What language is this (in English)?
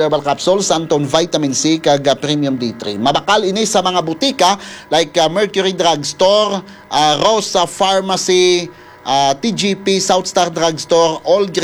Hiligaynon